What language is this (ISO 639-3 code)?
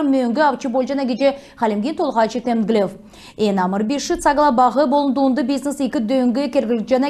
xal